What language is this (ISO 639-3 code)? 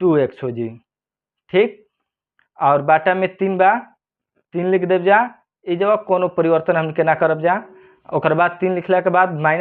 bho